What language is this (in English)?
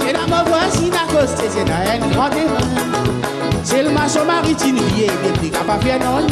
Réunion Creole French